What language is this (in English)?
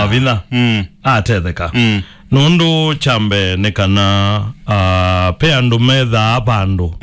Kamba